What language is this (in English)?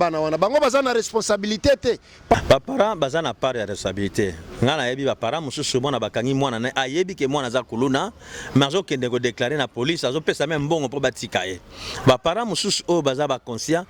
Lingala